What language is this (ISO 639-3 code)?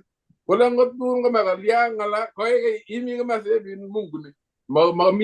kln